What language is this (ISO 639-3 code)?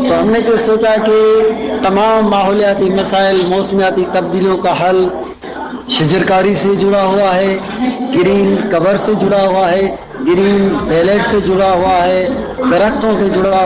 urd